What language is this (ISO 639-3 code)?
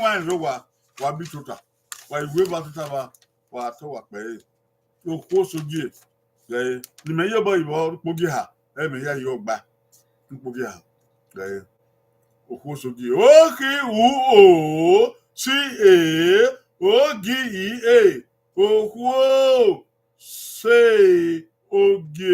bin